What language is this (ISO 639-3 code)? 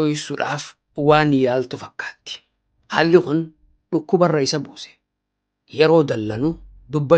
orm